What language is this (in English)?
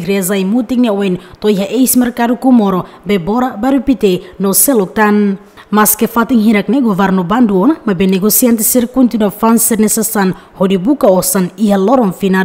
Tetum